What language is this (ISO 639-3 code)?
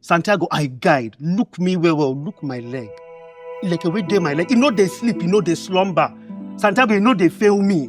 pcm